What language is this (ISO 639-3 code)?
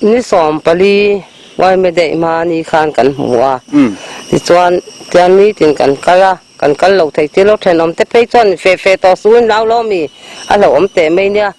lus